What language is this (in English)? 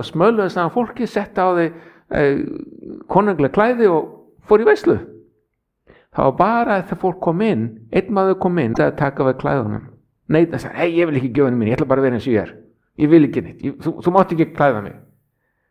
Icelandic